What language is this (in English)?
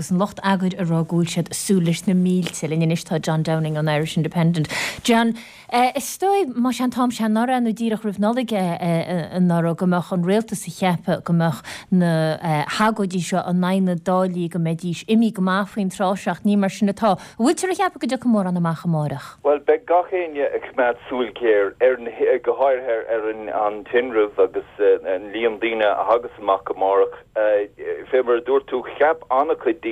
Irish